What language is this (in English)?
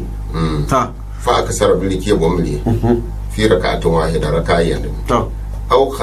Gourmanchéma